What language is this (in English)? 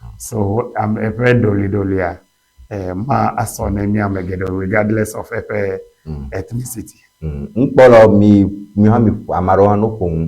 Ewe